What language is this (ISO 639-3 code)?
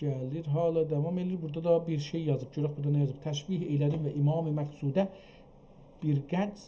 azb